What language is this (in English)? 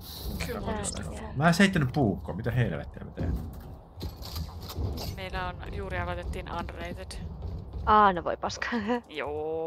Finnish